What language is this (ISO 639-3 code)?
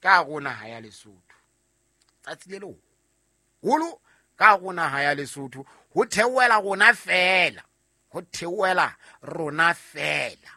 sot